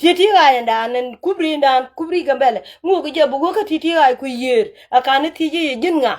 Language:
Nuer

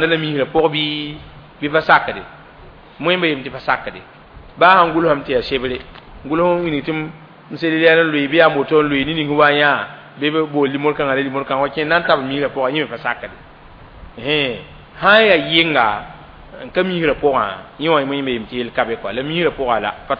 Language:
Mossi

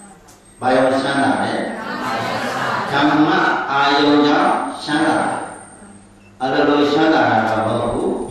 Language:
Burmese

